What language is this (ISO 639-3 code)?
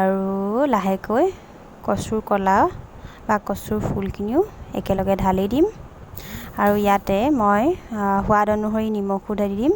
asm